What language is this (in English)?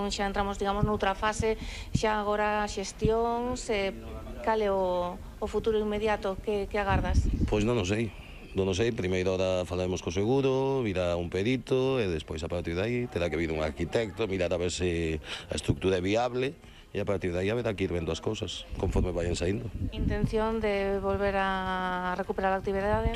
Galician